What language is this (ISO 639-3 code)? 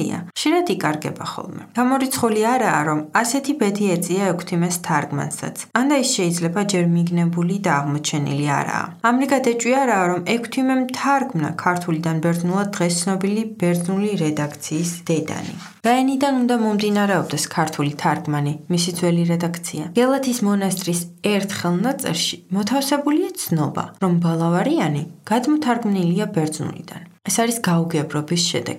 kat